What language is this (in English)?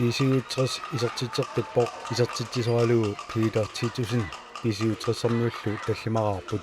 Kalaallisut